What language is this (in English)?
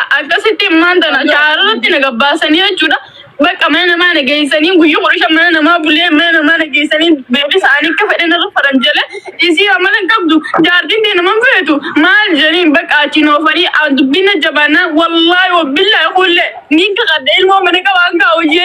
Oromo